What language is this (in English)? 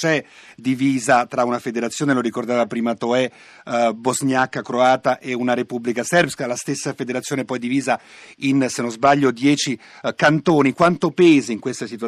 Italian